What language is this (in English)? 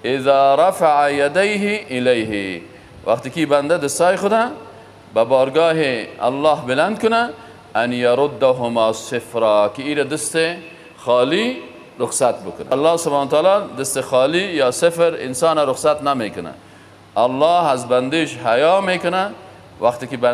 Persian